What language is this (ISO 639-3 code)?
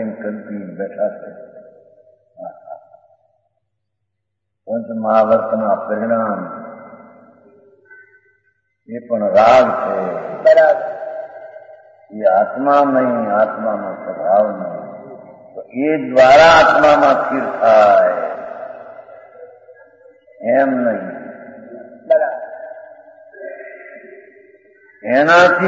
guj